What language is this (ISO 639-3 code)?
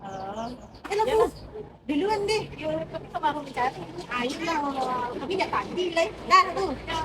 min